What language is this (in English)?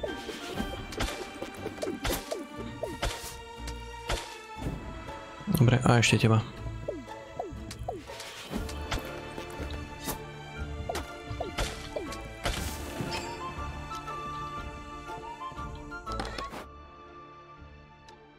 Slovak